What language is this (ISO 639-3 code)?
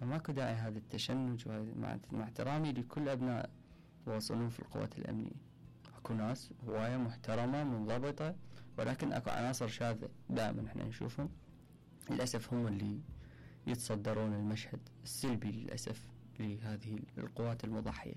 acm